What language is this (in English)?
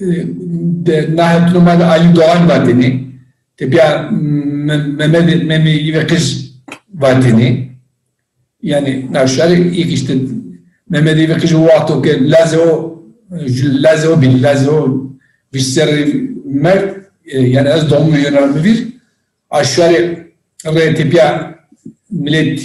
Zaza